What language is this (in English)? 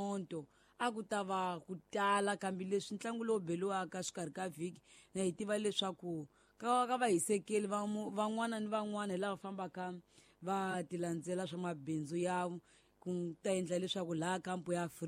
Tsonga